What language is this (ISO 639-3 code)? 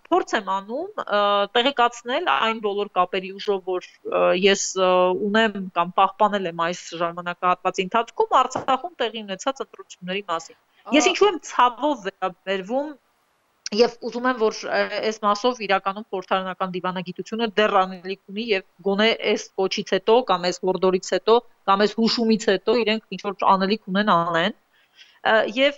hye